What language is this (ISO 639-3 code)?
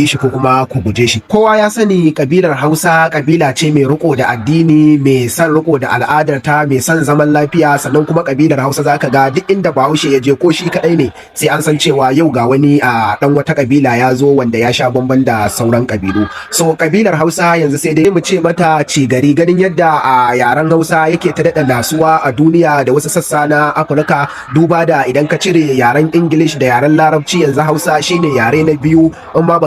hau